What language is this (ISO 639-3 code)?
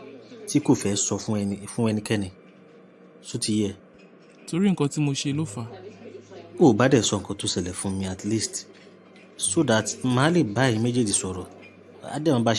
yor